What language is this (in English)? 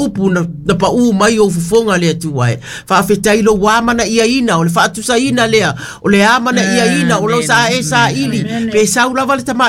Samoan